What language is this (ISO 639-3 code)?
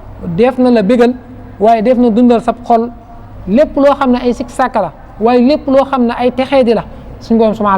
wol